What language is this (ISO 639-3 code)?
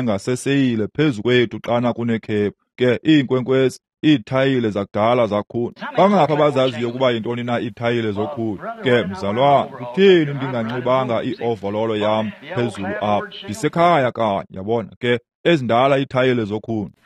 xho